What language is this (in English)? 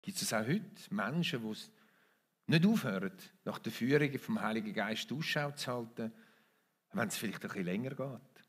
Swiss German